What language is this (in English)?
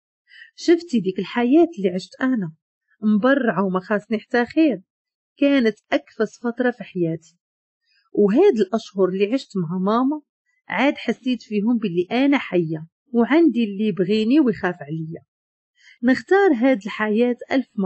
Moroccan Arabic